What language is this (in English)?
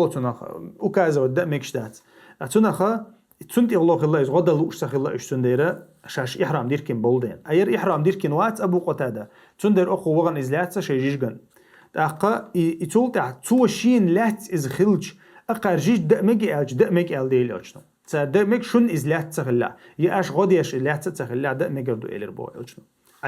Chechen